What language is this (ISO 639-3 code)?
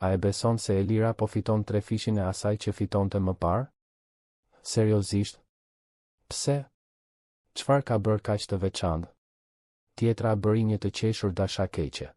sqi